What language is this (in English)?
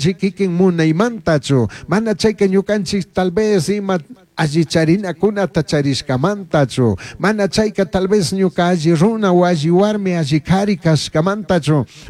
Chimborazo Highland Quichua